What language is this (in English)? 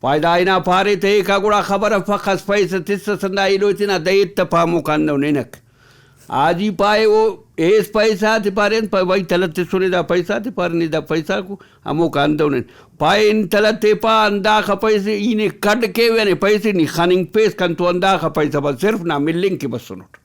Brahui